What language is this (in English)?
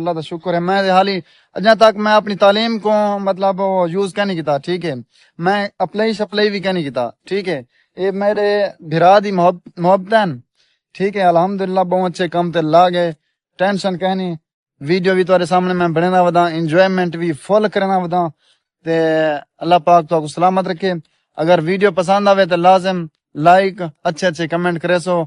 Saraiki